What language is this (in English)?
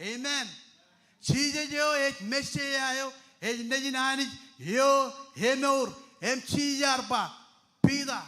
Marshallese